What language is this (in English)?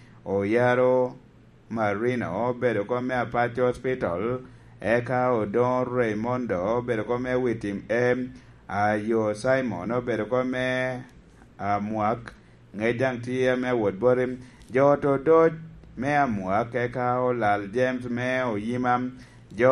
Lango (Uganda)